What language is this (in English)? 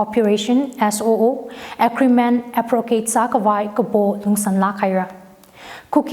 Tangkhul Naga (India)